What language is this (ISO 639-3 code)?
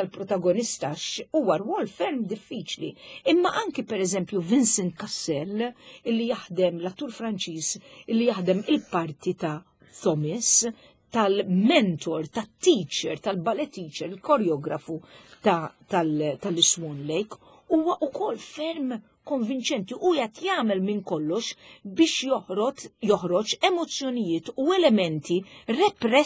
mlt